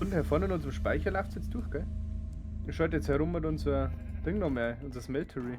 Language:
Bavarian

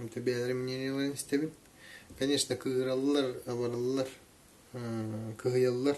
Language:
Yakut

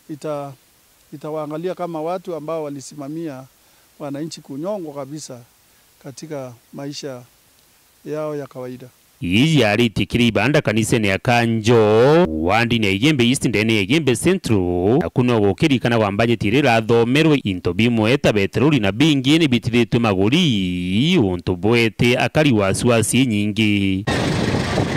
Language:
Meru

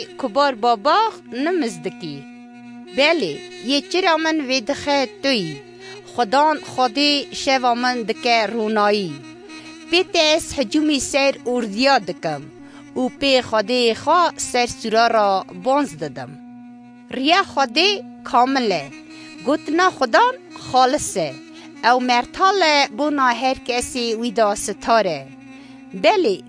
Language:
Kurdish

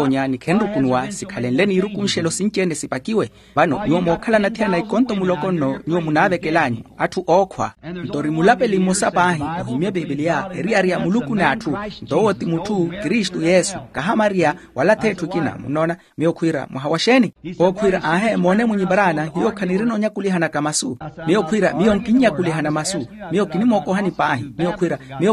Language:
Makhuwa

